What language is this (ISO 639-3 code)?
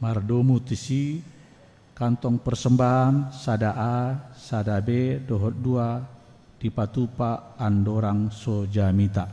bbc